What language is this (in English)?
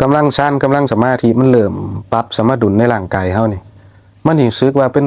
Lao